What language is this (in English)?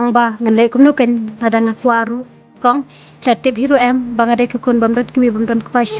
Khasi